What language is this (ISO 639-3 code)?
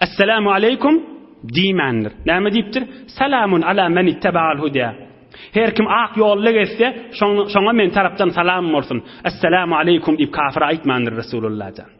tuk